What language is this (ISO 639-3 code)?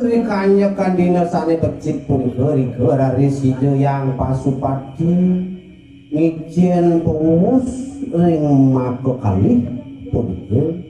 ban